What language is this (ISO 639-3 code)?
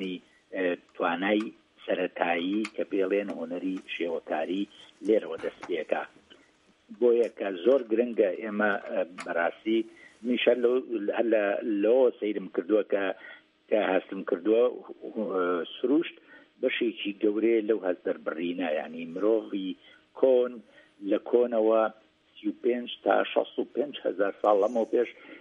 ckb